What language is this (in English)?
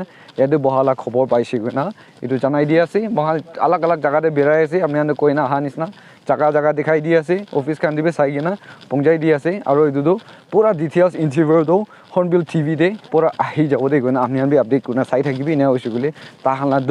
Naga Pidgin